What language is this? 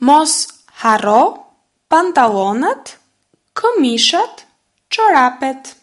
Albanian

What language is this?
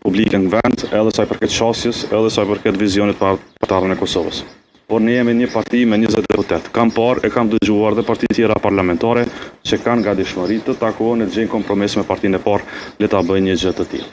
Albanian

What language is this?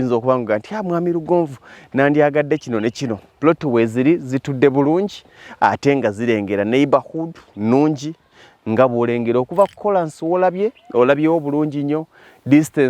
Ganda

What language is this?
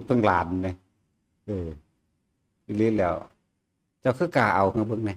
Northeastern Thai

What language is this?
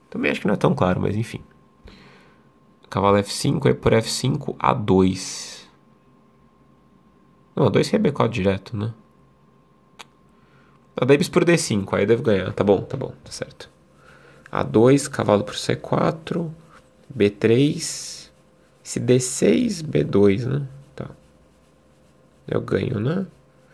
Portuguese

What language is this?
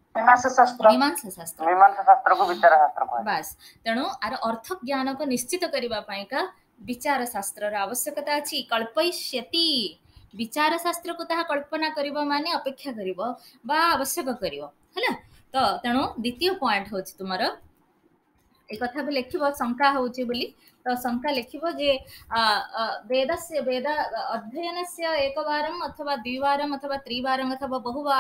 Odia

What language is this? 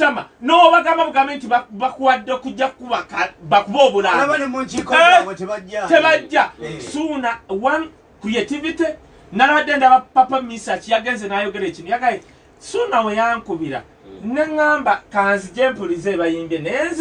Ganda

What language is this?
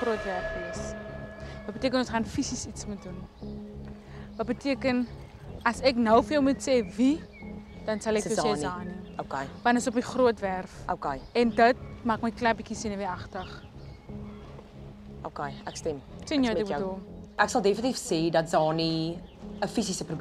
Afrikaans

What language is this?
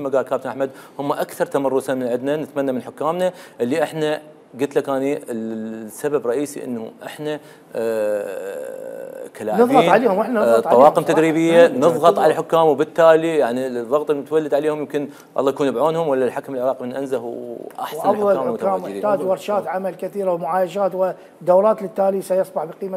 Mesopotamian Arabic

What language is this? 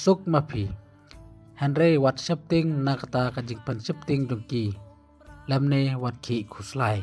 Khasi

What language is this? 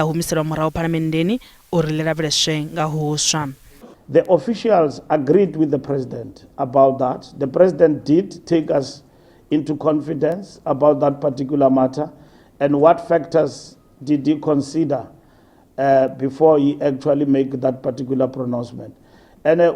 Venda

